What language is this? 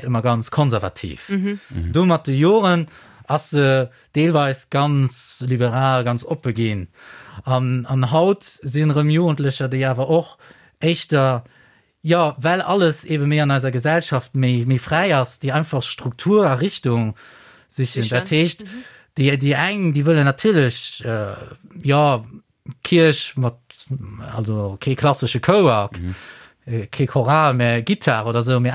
Luxembourgish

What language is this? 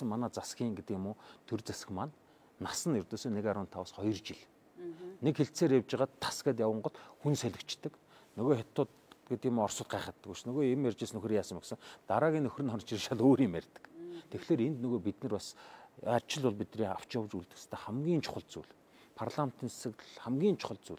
Mongolian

